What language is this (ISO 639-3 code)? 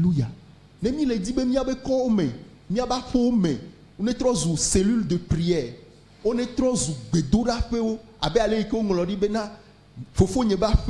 ewe